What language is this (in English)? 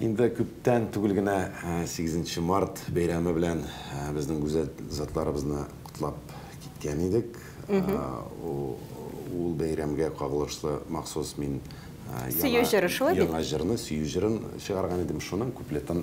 Tatar